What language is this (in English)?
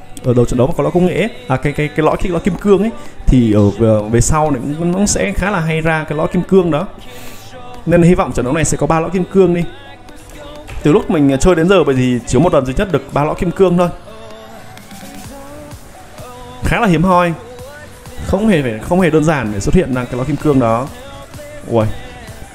Vietnamese